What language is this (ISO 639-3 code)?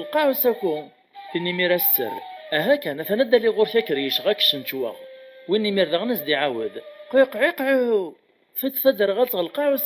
kab